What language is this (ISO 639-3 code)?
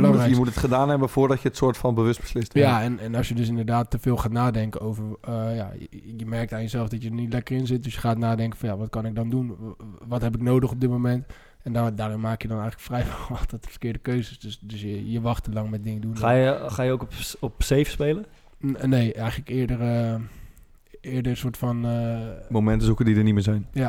nld